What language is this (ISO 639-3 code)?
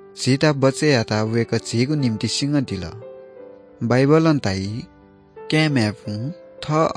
new